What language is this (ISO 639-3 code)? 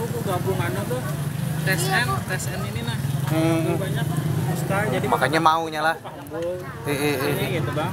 bjn